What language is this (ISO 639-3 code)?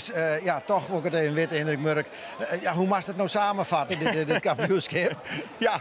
fry